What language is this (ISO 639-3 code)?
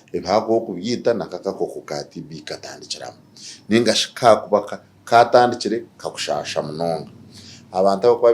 nyn